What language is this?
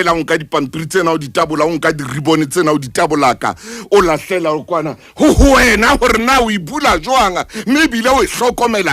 Southern Sotho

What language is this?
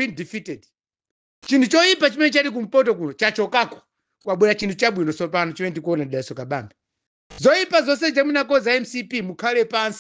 Nyanja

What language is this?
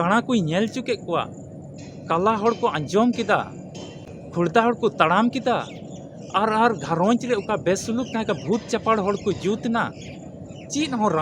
Santali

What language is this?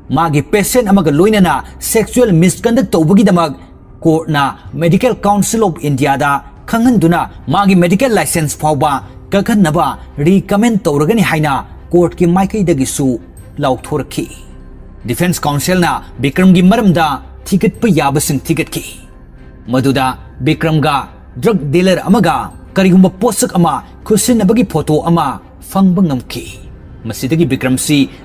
Manipuri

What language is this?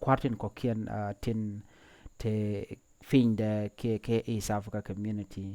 Nuer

